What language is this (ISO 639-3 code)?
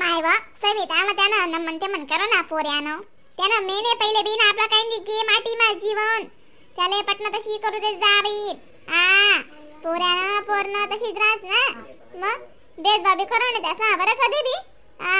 khn